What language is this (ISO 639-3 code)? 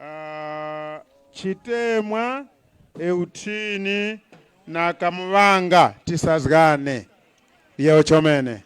tum